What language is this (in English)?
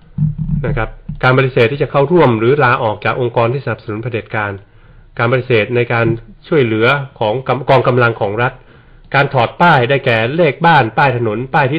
Thai